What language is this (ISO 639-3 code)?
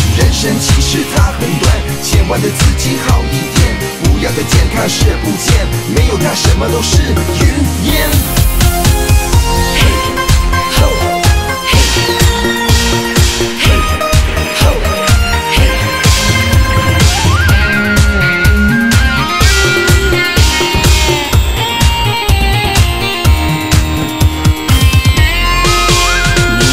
zho